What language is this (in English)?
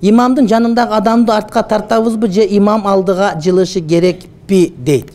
Kyrgyz